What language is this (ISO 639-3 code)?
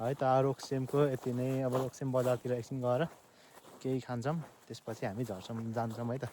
nep